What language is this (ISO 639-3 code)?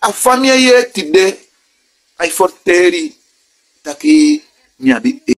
srn